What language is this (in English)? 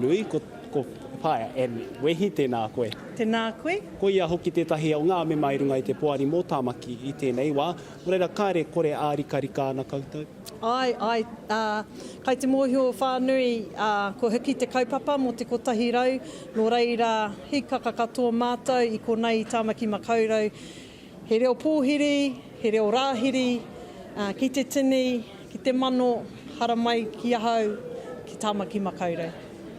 Māori